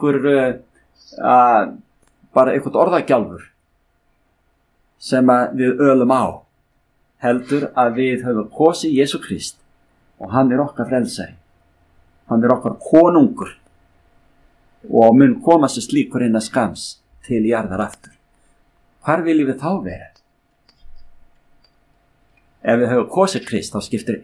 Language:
Icelandic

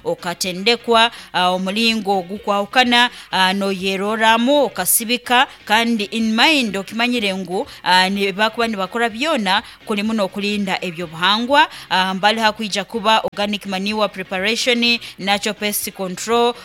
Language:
Nyankole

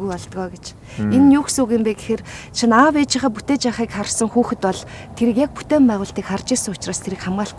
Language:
Mongolian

